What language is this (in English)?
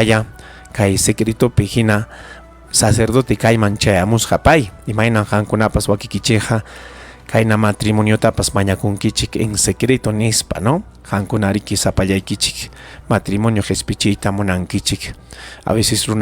Ayacucho Quechua